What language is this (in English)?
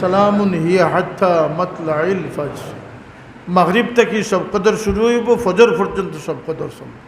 Sylheti